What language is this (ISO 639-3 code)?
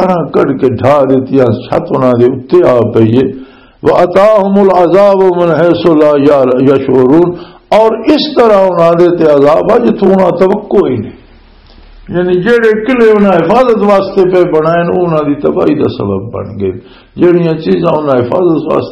lah